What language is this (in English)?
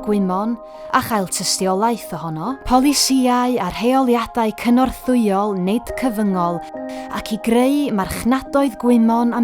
Welsh